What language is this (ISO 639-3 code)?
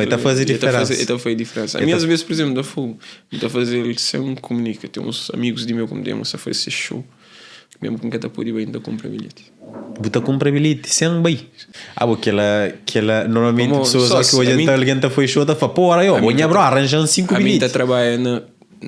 kea